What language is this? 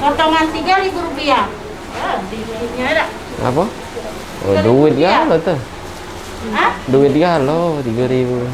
Musi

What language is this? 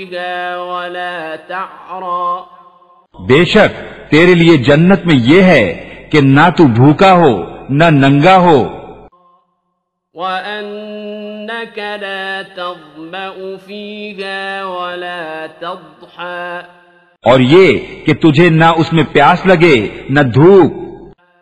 Urdu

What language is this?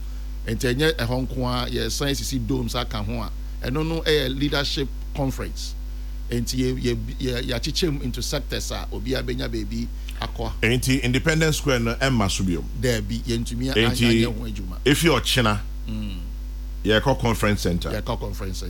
Akan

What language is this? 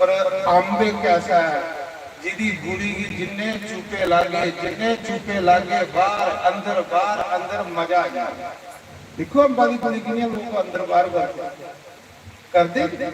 Dogri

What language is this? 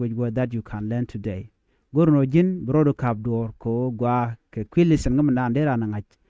Nuer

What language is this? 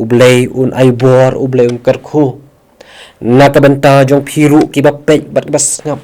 Khasi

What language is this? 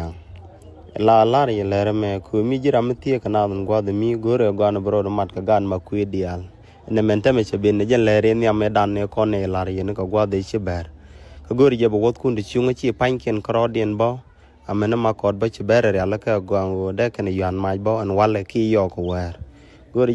Nuer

